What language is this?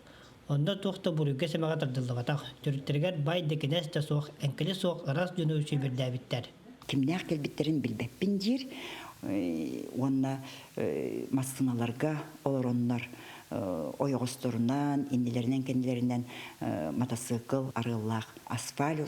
Yakut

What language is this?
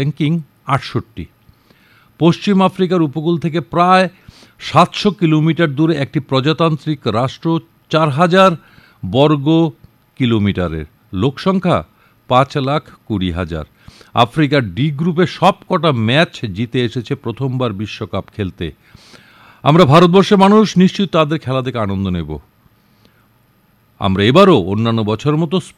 Bangla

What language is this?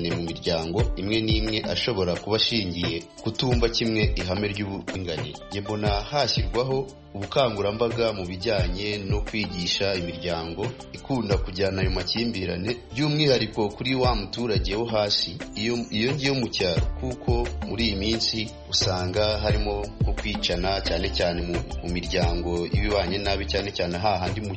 Kinyarwanda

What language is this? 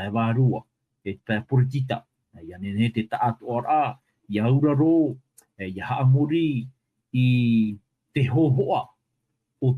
Tahitian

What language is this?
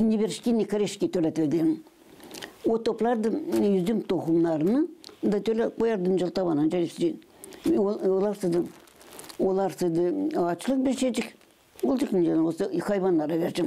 Gagauz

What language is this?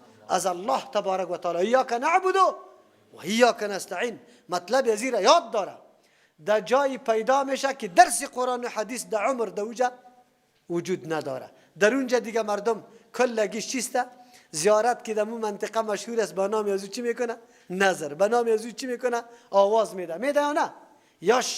Persian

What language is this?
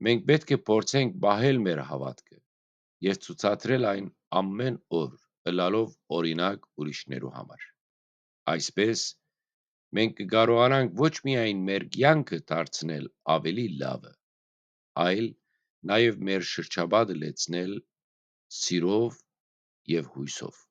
Western Armenian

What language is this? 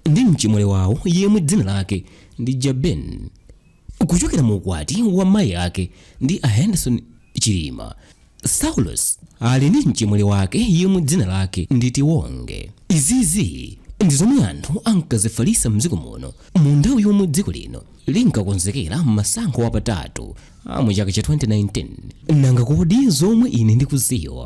Nyanja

